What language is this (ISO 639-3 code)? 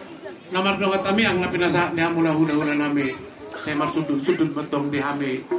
bbc